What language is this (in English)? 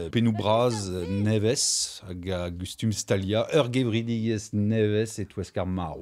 Breton